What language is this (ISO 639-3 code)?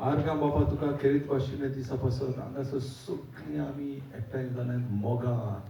kok